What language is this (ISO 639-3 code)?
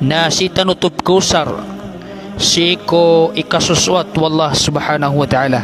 mrw